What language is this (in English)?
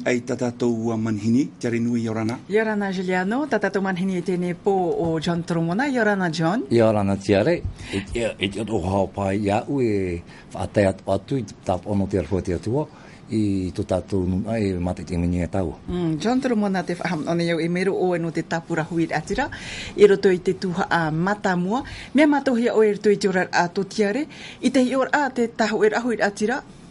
Tahitian